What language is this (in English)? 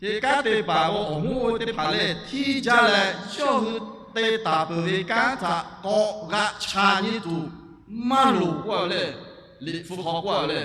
Lahu